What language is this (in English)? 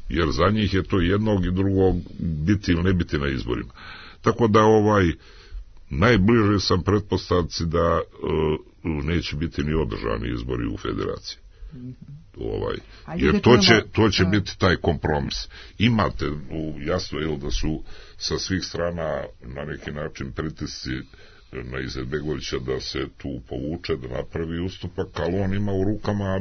Serbian